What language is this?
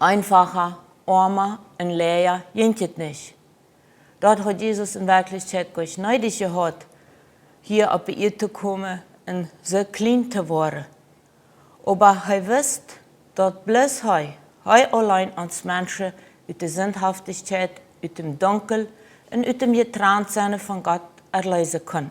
Plautdietsch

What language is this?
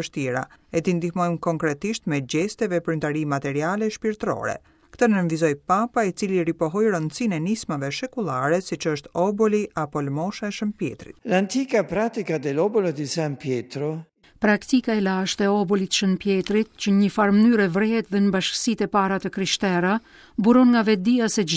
Albanian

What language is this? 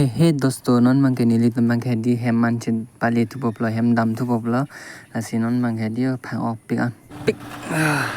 Karbi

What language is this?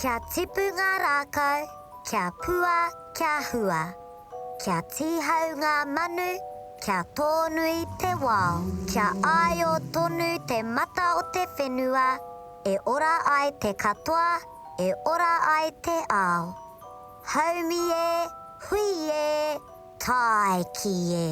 Māori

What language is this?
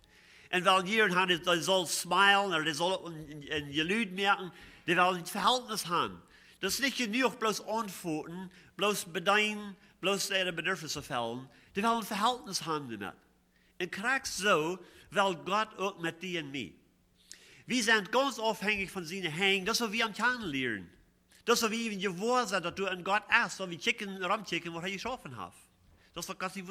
Plautdietsch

